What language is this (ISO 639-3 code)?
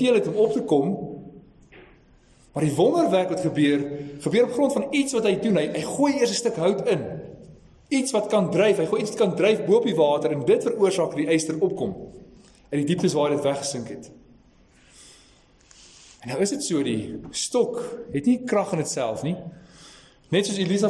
afr